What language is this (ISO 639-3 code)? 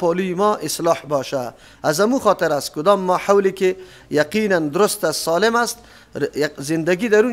fas